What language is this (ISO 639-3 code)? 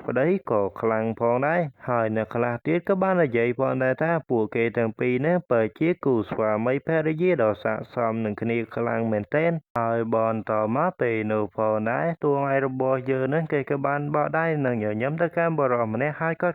khm